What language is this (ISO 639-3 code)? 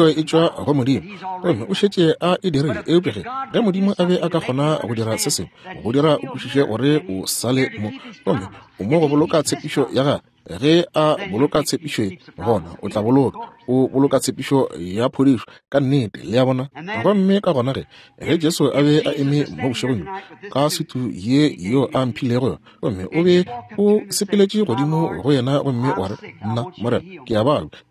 nso